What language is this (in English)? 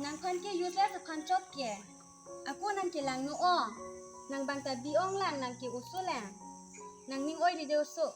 Karbi